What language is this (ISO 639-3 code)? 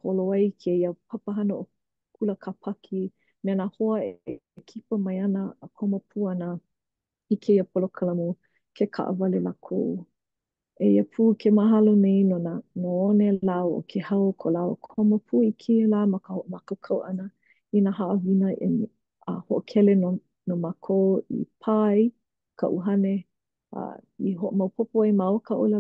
haw